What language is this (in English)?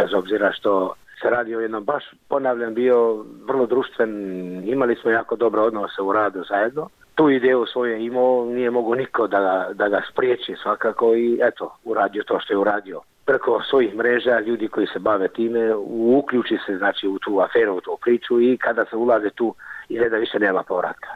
Bosnian